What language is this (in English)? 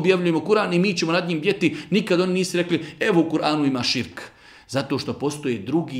Bosnian